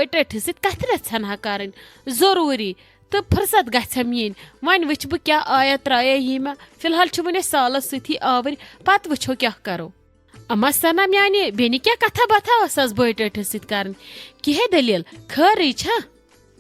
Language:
Kashmiri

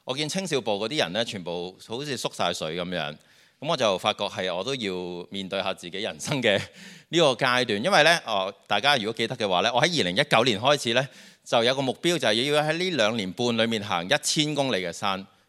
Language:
Cantonese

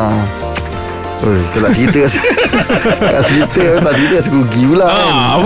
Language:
Malay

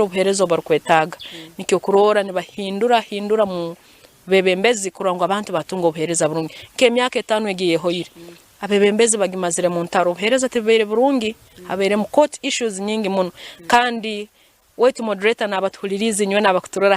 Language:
Nyankole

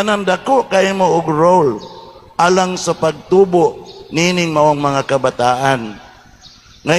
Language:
Cebuano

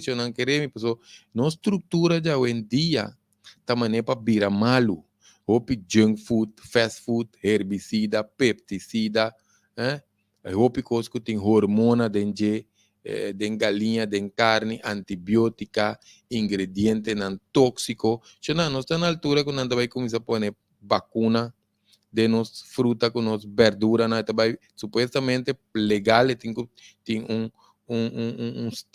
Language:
Papiamento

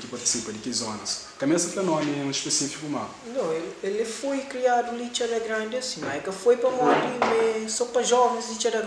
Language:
Kabuverdianu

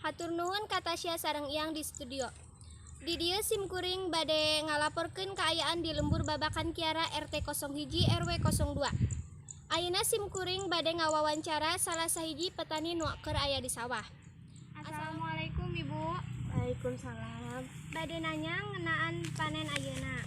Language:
Sundanese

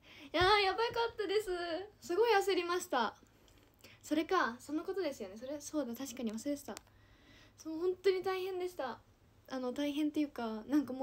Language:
Japanese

